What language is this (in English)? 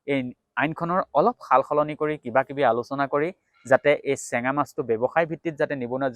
Assamese